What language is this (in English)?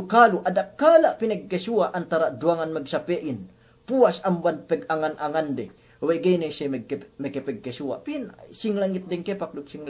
Yakan